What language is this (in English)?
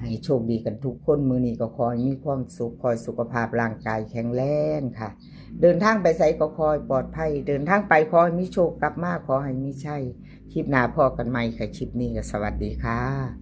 Northeastern Thai